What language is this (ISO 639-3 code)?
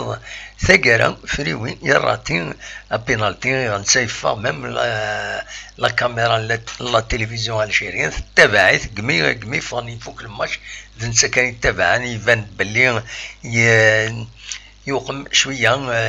kab